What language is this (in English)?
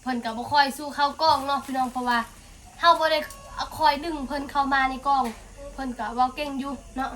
Northeastern Thai